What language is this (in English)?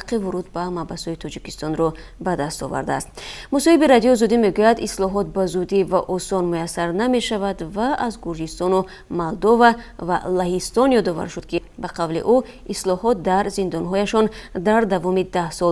Tajik